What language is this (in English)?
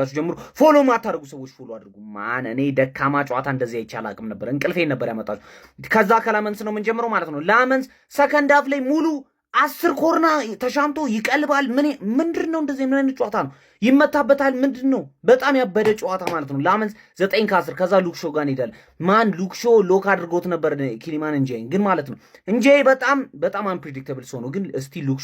Amharic